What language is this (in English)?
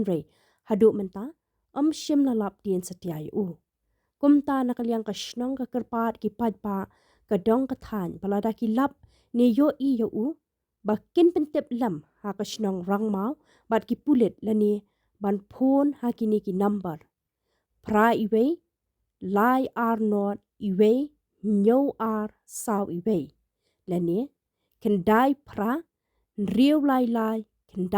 Khasi